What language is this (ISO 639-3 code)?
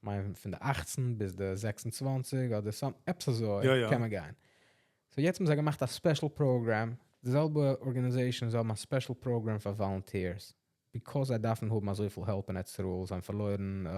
yid